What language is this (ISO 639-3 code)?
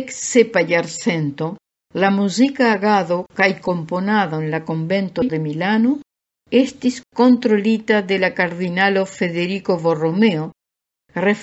epo